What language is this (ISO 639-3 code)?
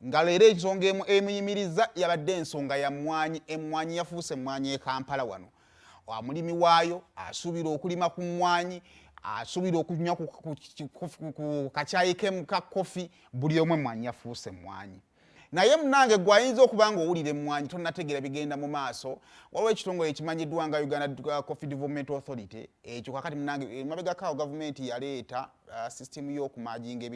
lug